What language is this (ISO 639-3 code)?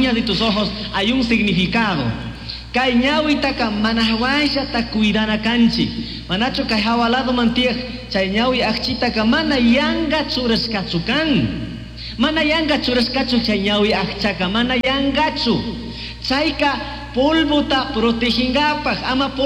qug